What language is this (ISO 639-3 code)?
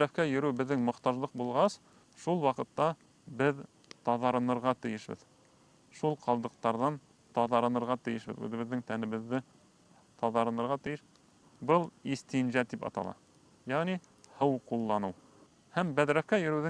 bak